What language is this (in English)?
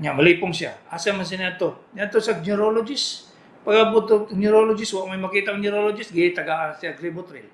Cebuano